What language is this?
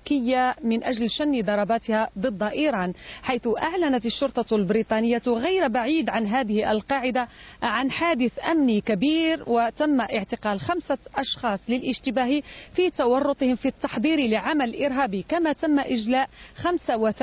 Arabic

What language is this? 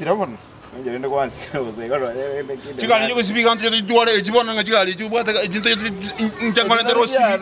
Gusii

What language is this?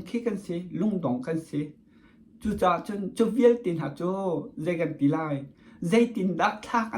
Hakha Chin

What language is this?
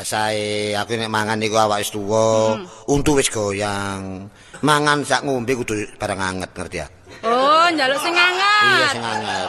Javanese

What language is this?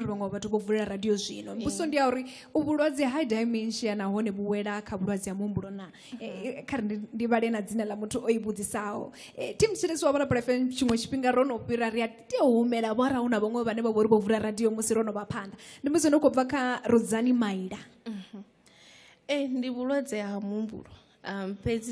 Venda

